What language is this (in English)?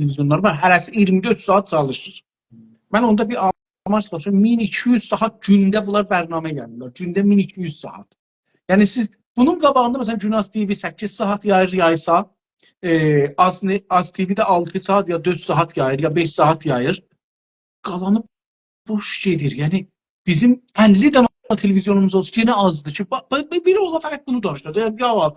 South Azerbaijani